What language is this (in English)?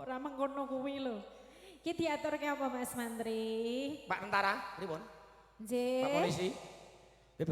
Javanese